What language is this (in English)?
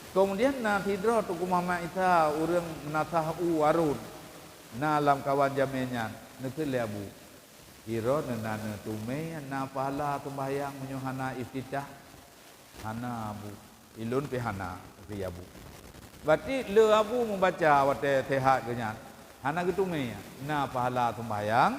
Achinese